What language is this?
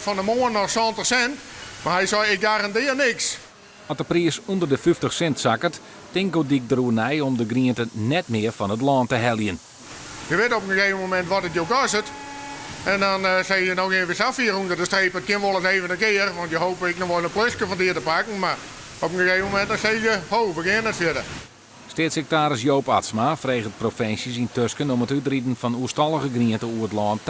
Western Frisian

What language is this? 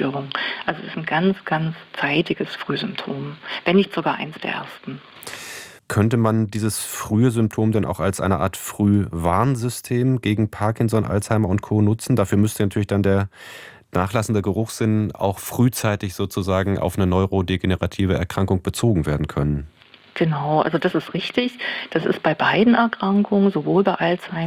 German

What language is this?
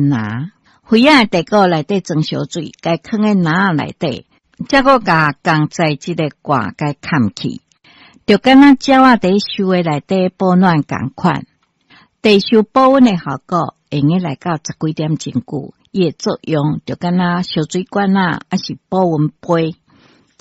Min Nan Chinese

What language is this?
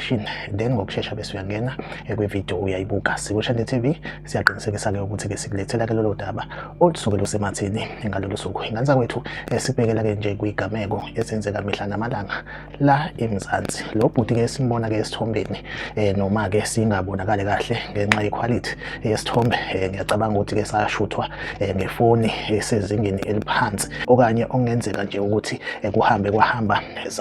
Zulu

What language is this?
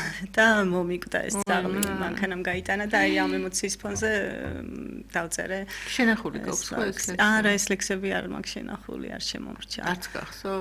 Georgian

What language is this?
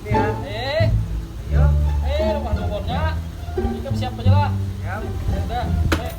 Banjar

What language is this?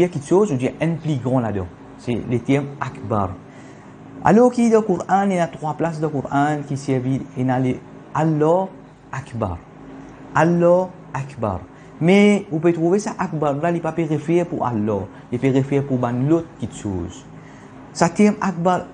Morisyen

